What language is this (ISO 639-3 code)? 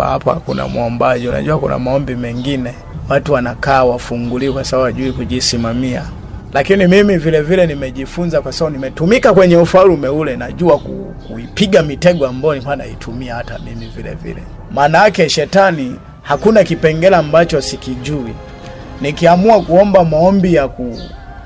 swa